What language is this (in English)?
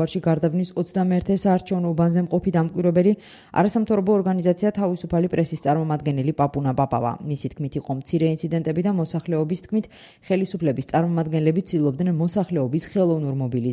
Georgian